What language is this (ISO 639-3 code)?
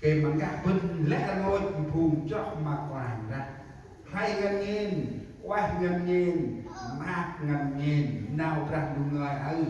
cmo